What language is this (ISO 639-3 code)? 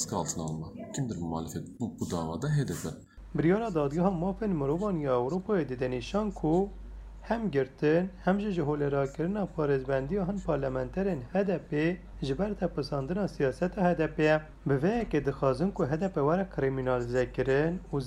kur